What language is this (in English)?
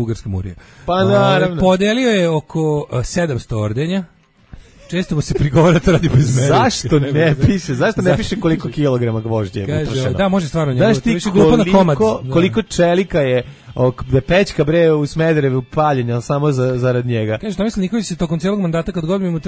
Serbian